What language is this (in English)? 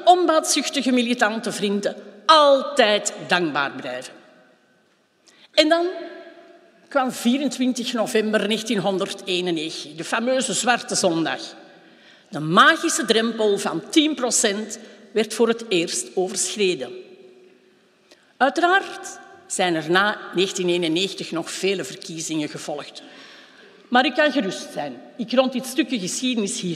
Dutch